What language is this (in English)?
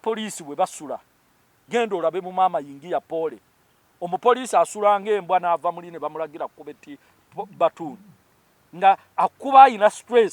Ganda